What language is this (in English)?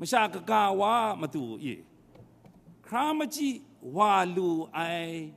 Kachin